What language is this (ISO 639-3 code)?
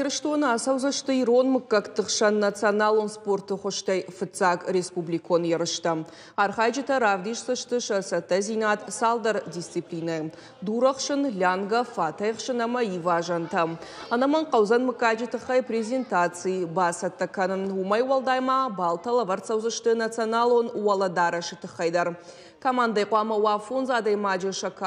oss